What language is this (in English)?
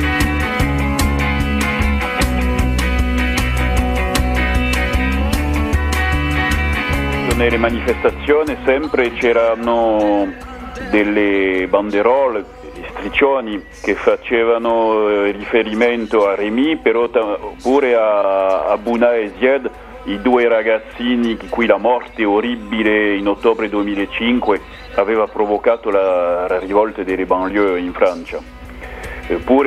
Italian